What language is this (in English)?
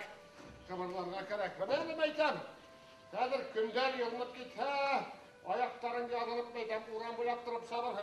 Bashkir